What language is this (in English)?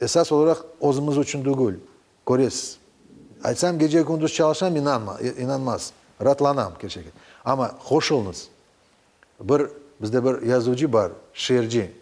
Crimean Tatar